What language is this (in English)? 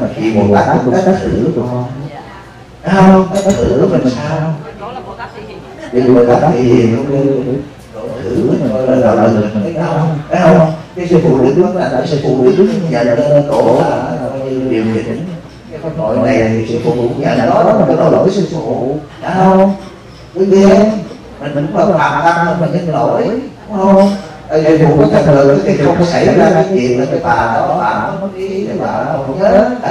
Vietnamese